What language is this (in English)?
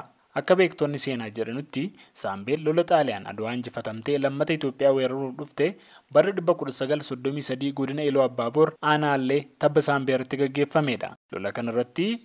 Oromo